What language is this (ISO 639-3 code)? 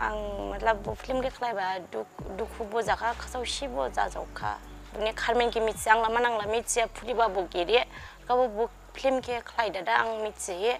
dis